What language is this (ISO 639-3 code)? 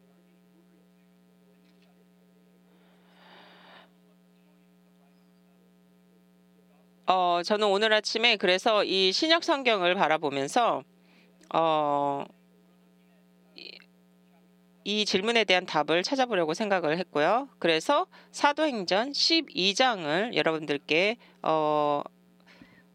kor